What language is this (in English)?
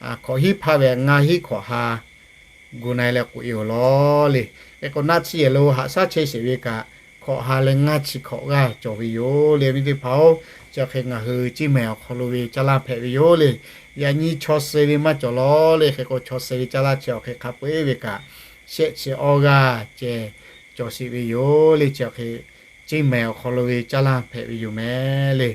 Lahu